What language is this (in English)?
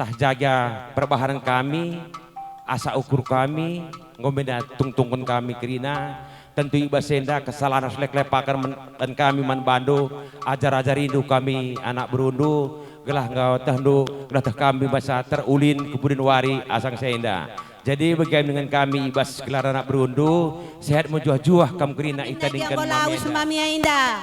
Batak Karo